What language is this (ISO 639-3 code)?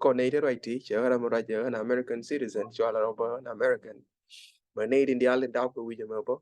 nus